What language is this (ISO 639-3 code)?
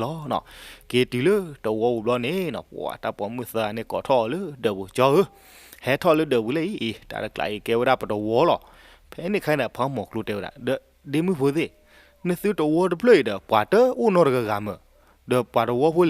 ksw